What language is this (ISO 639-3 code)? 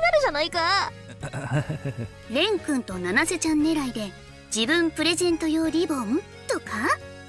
jpn